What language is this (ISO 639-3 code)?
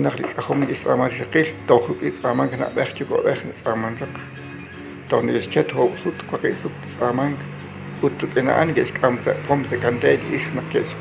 kek